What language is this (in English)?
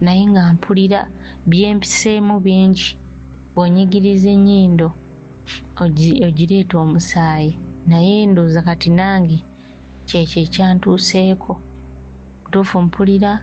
Ganda